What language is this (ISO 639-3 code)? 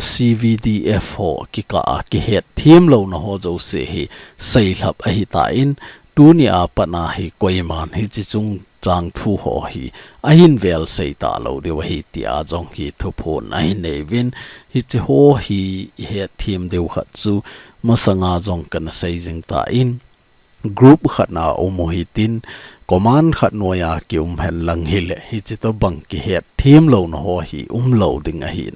tcz